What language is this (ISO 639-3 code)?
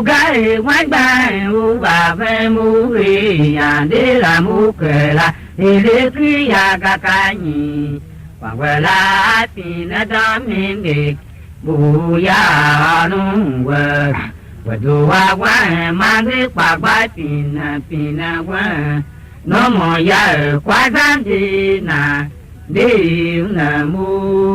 tiv